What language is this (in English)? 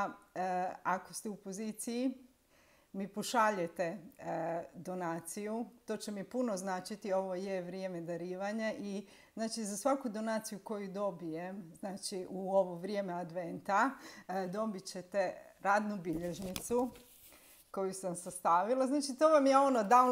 Croatian